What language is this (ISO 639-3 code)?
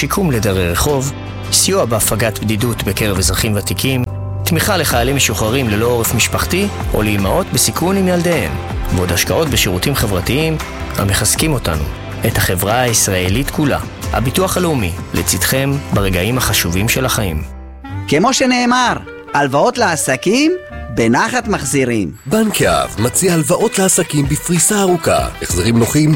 heb